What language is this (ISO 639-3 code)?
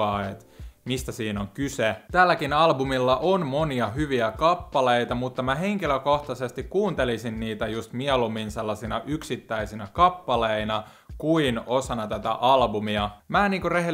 fin